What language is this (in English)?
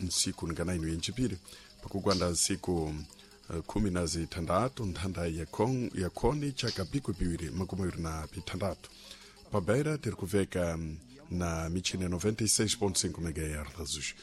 Sena